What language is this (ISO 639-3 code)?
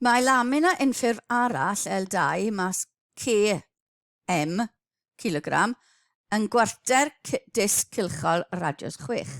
cym